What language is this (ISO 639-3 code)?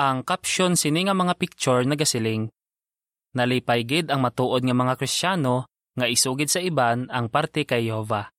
hil